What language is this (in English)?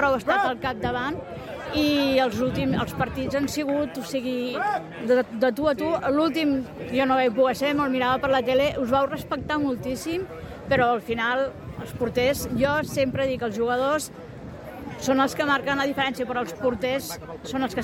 Catalan